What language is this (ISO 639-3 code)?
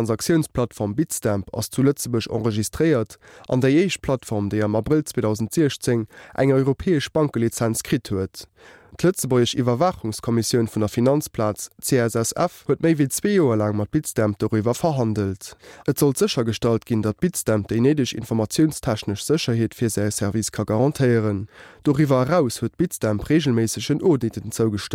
ltz